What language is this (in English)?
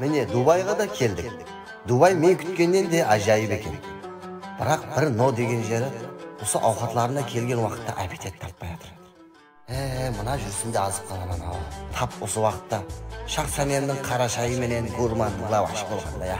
Kara-Kalpak